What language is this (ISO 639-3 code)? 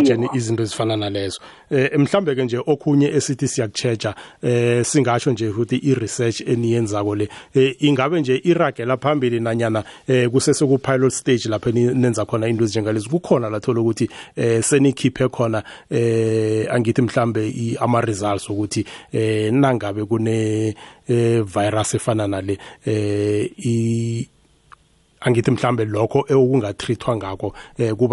nbl